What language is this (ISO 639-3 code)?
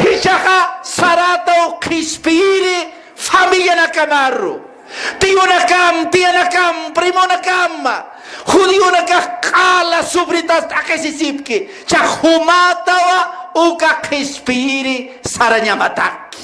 aym